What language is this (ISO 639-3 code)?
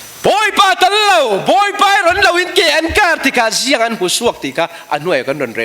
cfm